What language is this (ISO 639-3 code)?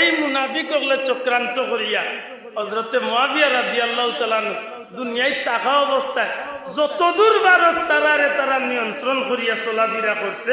syl